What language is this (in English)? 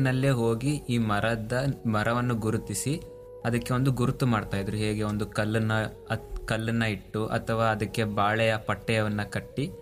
Kannada